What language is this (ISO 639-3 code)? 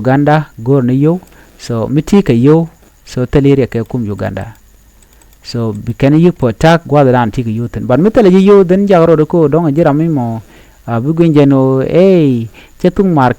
nus